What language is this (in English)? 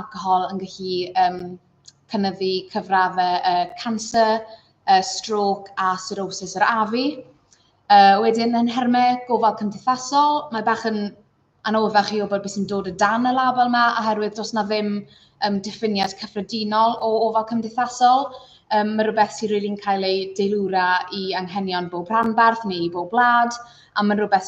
Welsh